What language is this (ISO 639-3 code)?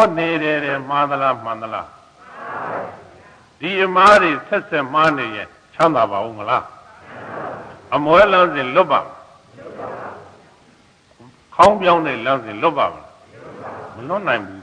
mya